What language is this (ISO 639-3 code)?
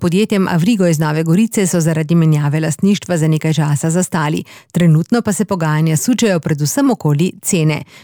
slv